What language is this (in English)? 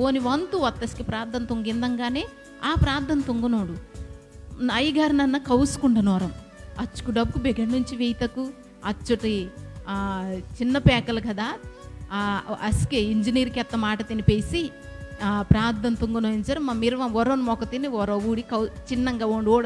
Koya